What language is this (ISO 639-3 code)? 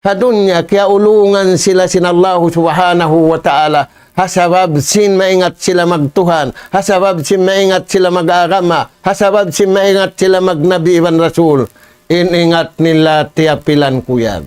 tsg